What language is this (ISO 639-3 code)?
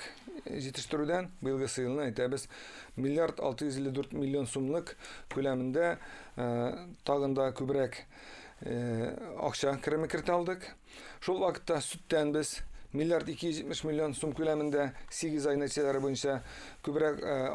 tat